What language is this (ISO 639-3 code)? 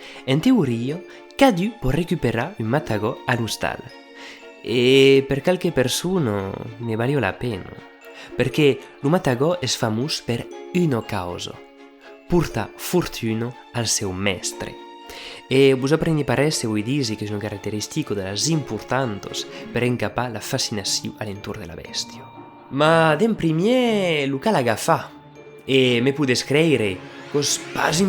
oci